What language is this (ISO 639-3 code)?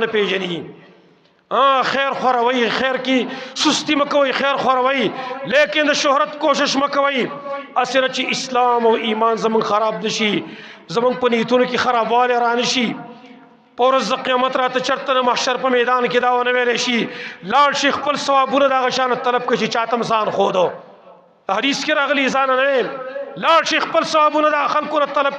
pus